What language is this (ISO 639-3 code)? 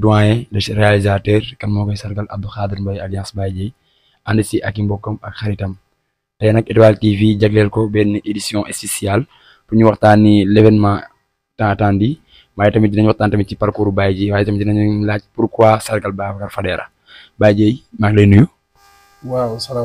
wol